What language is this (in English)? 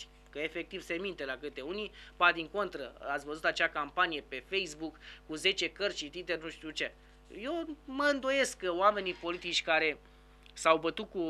Romanian